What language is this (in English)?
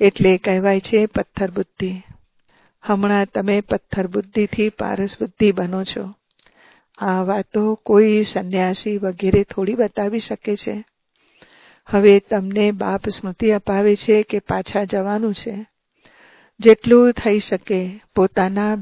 Gujarati